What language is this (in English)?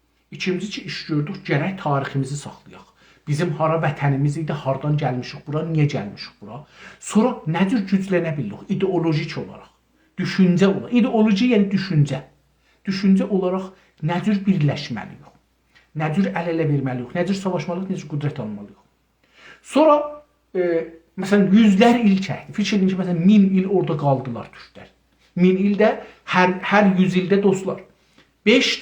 South Azerbaijani